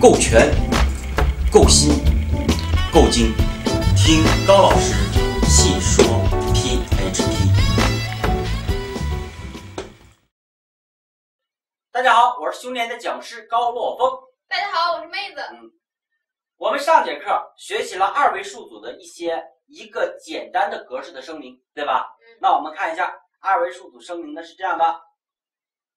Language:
Chinese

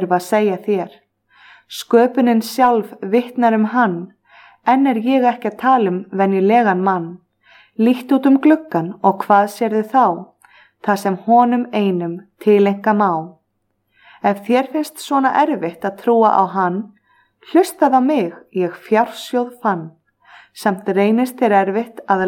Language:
Icelandic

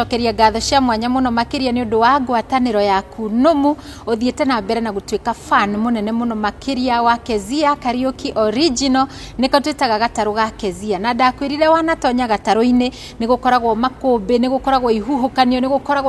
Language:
Kikuyu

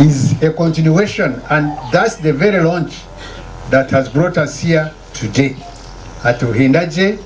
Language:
Nyankole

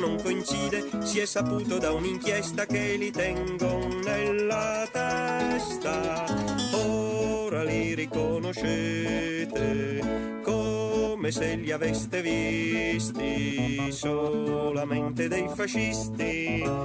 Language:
Italian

